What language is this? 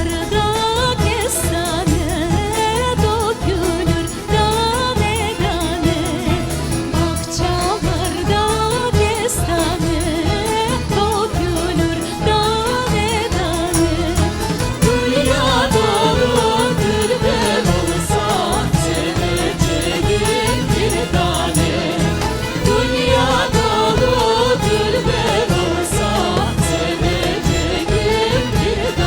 Crimean Tatar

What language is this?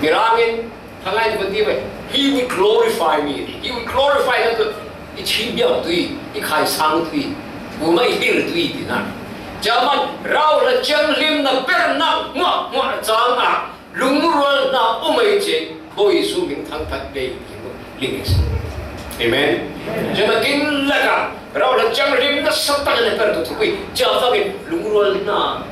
Falam Chin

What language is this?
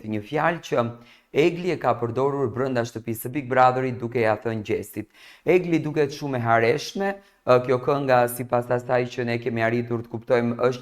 Albanian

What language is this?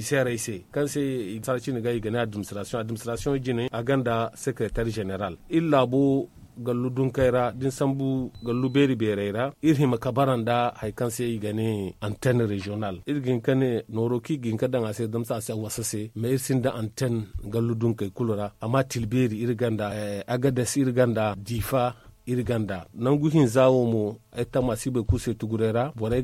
Zarma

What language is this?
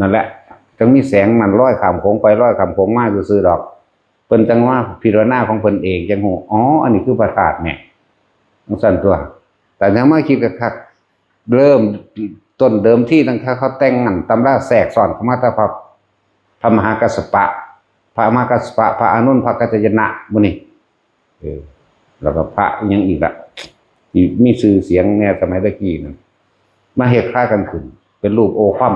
Northeastern Thai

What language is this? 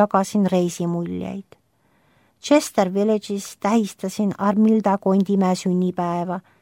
Estonian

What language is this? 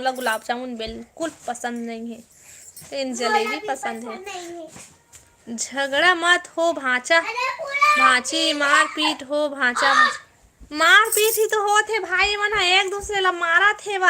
Chhattisgarhi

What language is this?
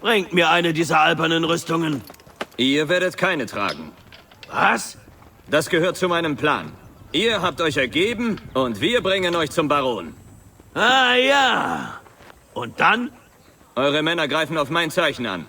Bavarian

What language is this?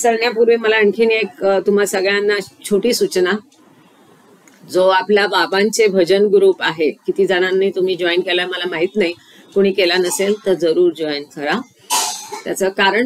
Marathi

